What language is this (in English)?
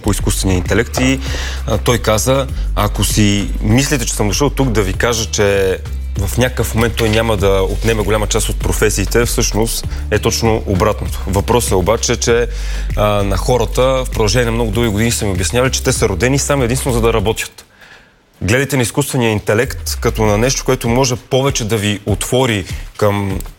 Bulgarian